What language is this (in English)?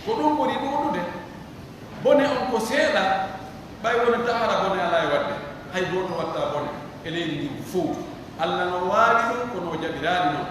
Pular